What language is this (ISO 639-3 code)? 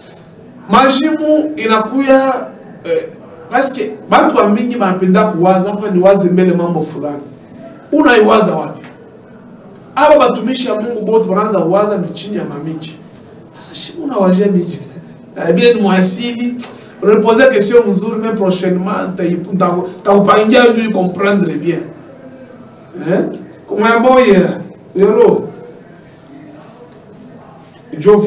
swa